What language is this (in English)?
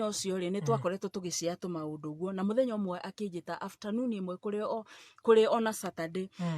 Kikuyu